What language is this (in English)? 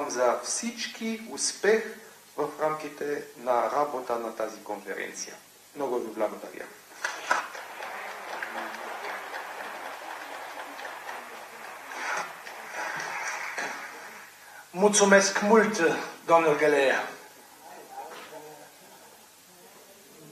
Bulgarian